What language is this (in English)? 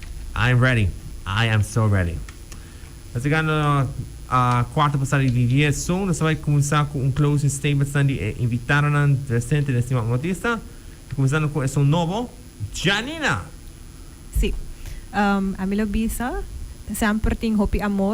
Papiamento